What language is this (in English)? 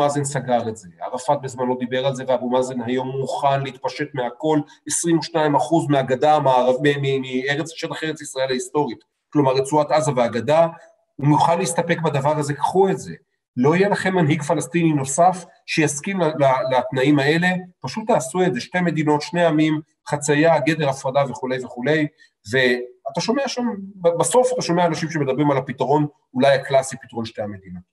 Hebrew